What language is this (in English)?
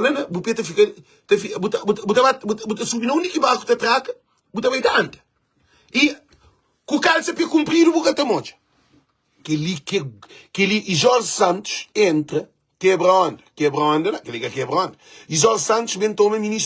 Kabuverdianu